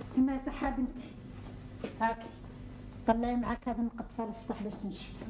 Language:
Algerian Arabic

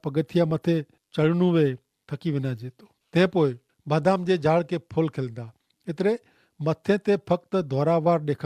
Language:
Kachhi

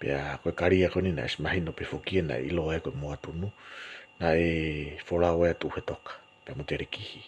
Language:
Tongan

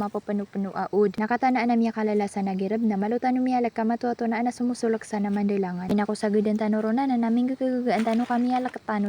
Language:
Maranao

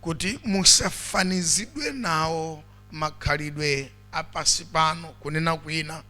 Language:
Nyanja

